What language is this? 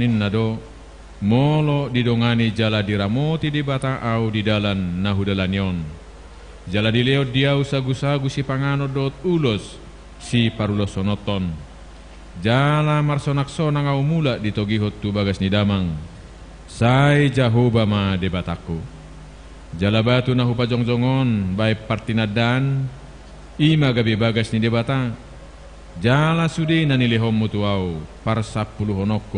Batak Toba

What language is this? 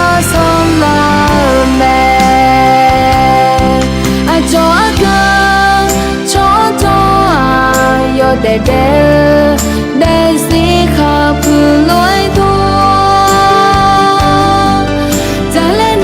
Akha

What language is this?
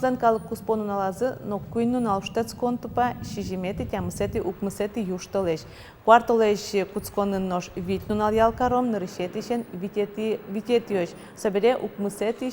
Udmurt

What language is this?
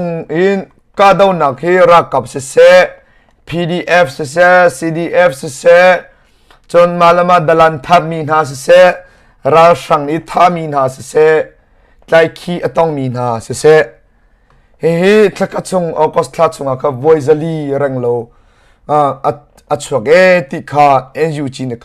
Hakha Chin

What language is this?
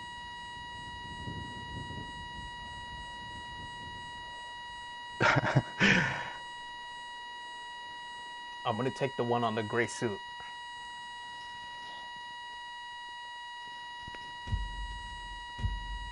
English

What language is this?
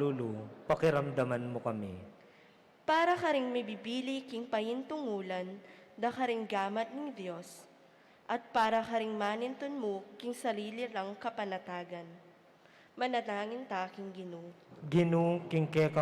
Pampanga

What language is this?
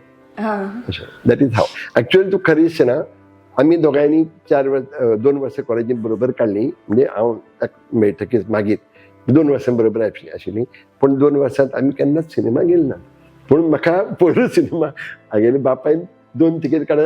Konkani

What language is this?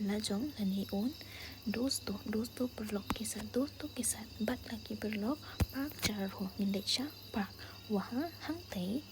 Khasi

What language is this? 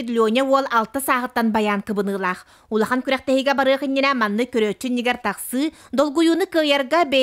Yakut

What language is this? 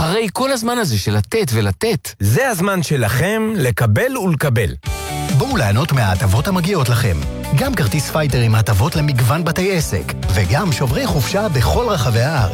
Hebrew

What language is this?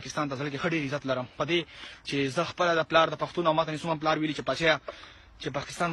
Pashto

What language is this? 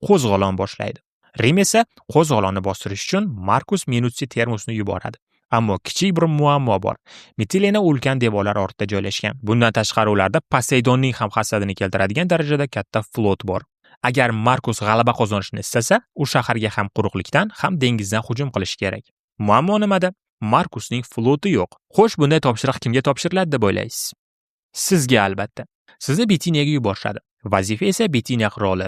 Uzbek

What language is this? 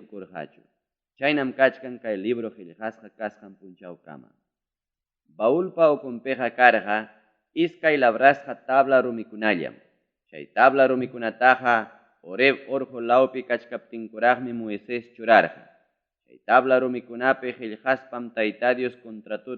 Ayacucho Quechua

